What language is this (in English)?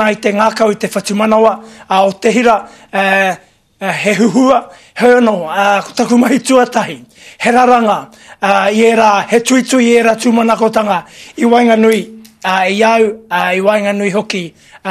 Māori